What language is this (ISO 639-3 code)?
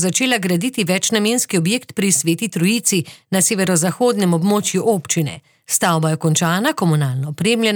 slv